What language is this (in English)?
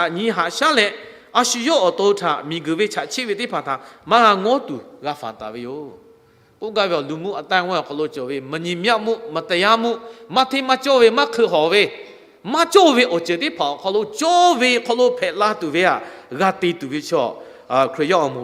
Lahu